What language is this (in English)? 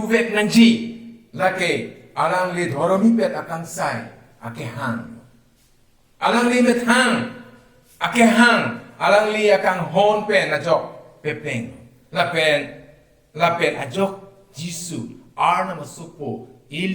Karbi